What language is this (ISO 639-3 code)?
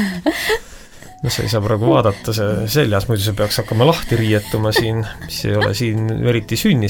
est